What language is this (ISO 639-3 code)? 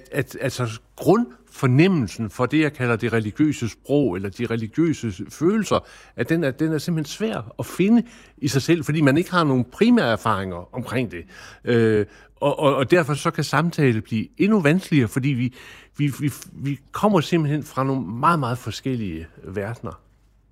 dan